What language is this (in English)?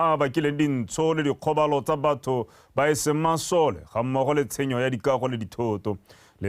Tswana